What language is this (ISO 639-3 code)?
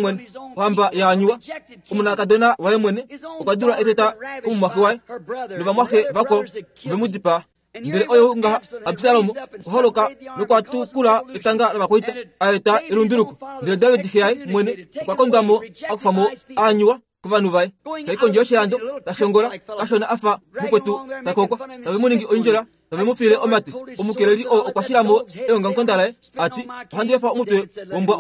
kua